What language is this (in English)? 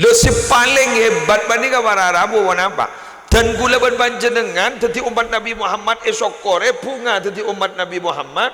Madurese